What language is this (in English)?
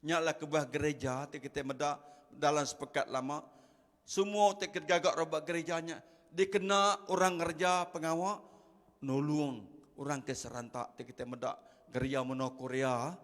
Iban